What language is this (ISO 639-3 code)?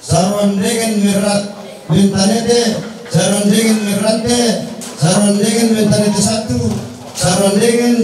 sda